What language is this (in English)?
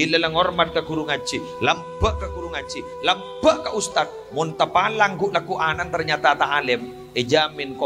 Madurese